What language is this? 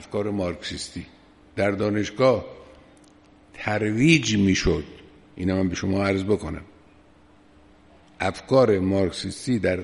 Persian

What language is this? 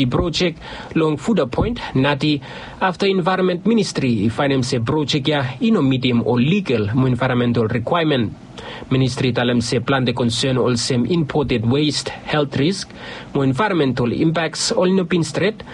Bislama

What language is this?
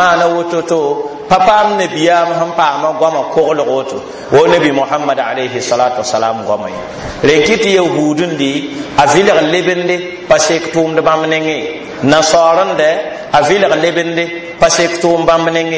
Mossi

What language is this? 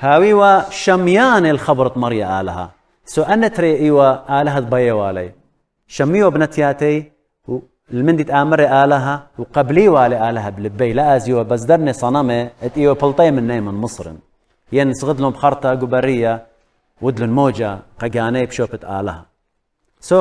Assyrian Neo-Aramaic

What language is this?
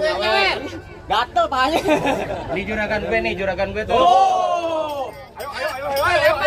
Betawi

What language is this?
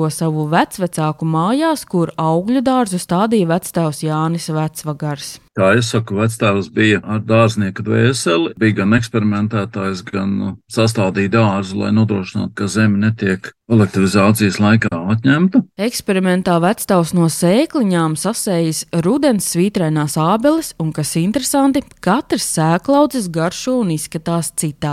Latvian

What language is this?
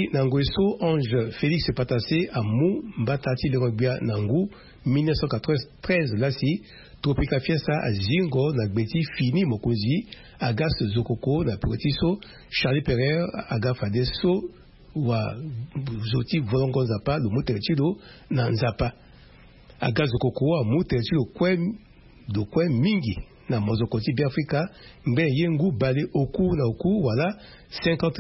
Sango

